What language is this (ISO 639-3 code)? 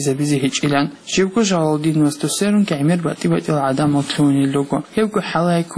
ava